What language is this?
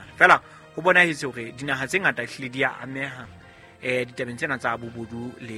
Southern Sotho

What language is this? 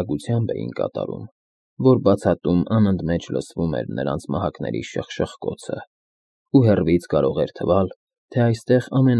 Armenian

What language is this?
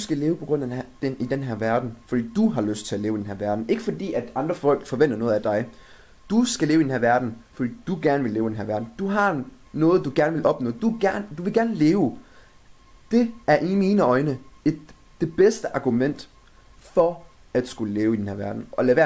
Danish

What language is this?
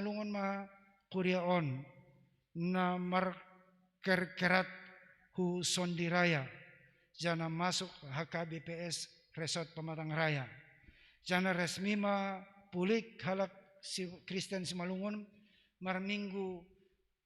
Batak Simalungun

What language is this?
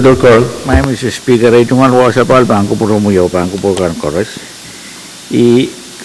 Pohnpeian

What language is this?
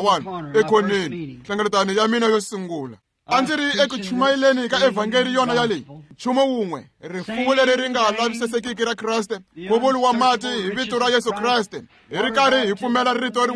Tsonga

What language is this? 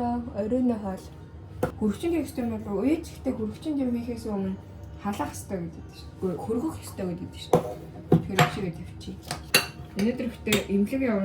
Mongolian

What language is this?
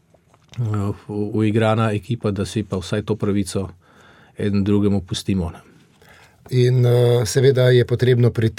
Slovenian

